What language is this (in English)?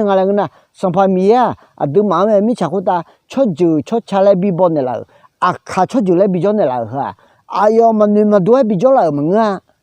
Akha